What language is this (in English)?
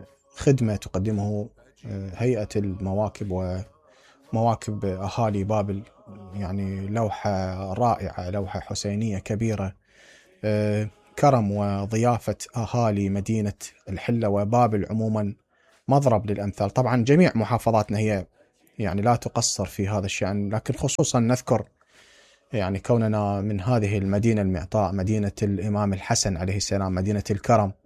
Mesopotamian Arabic